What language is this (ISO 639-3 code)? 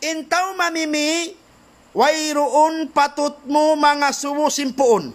tsg